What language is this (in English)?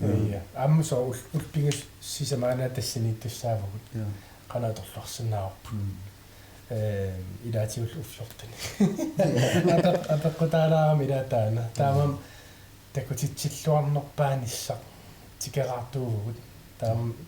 Kalaallisut